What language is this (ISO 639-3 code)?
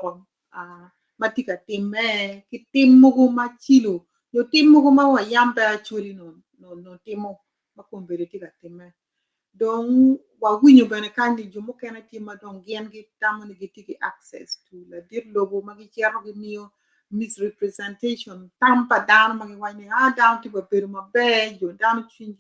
ach